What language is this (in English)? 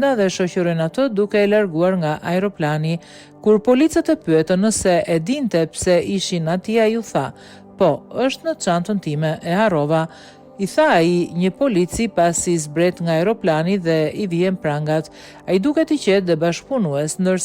Albanian